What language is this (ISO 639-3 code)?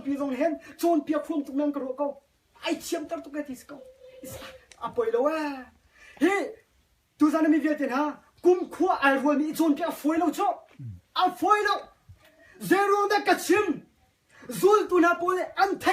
cnh